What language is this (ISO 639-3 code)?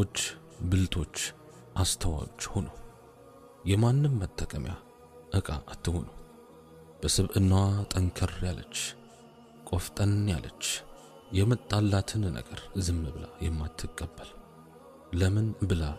amh